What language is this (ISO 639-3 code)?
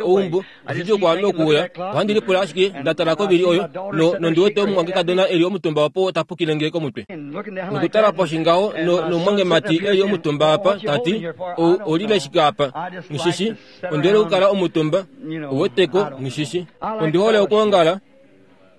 kua